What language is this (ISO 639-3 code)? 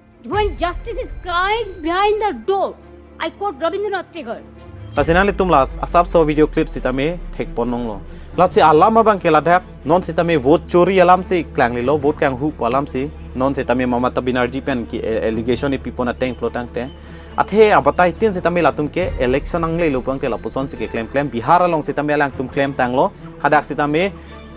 mjw